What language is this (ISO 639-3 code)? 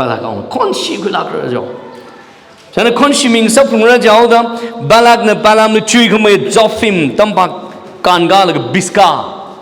nmf